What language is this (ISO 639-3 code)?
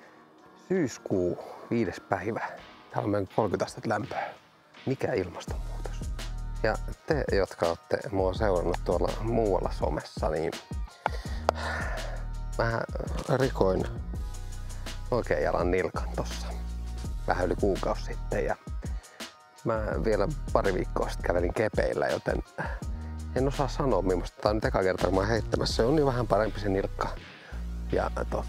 fin